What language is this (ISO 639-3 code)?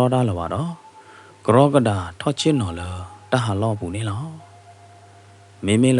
ksw